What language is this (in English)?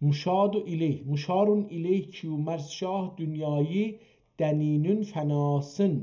South Azerbaijani